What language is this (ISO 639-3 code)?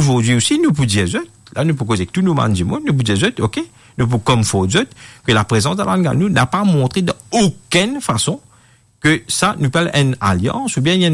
mfe